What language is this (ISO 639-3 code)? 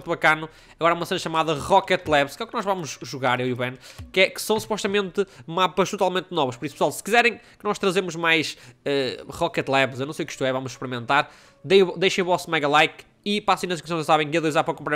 por